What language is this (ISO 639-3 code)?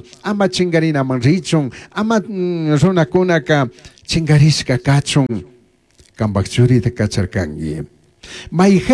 qug